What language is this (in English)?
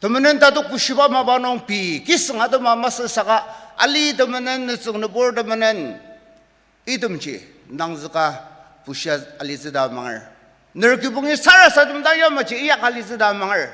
Ao Naga